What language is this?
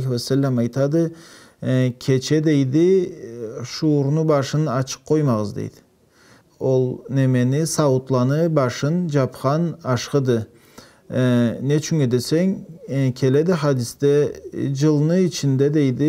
Karachay-Balkar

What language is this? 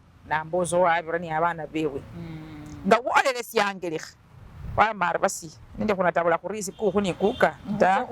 Masaaba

